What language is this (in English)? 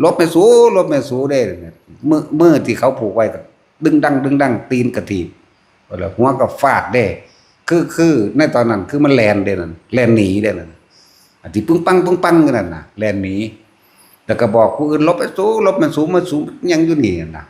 Northeastern Thai